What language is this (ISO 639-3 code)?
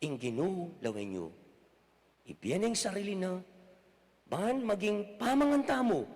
pam